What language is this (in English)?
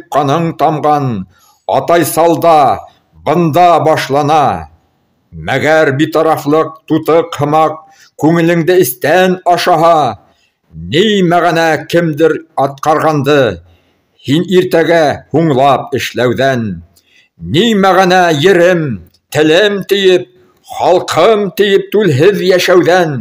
Bashkir